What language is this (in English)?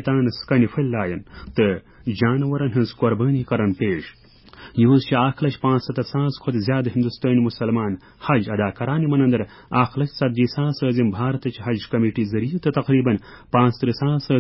Kashmiri